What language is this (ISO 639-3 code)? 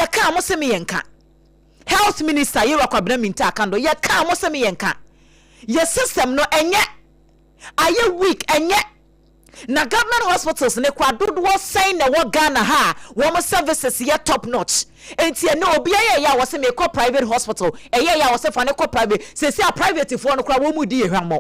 aka